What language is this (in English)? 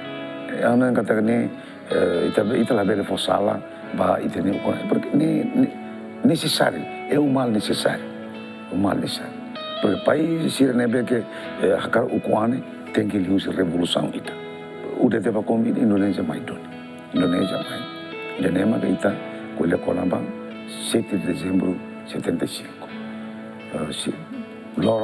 Tetum